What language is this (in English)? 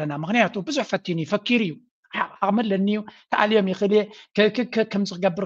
Tigrinya